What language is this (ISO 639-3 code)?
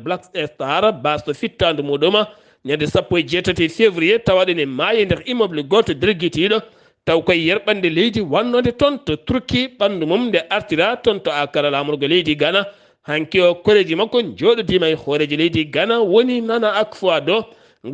ful